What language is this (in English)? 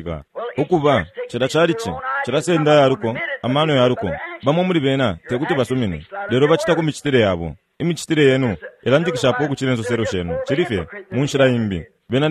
Bemba